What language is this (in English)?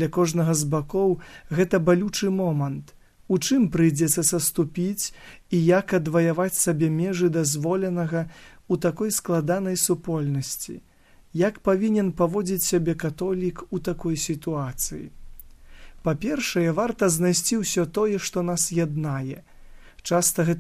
Belarusian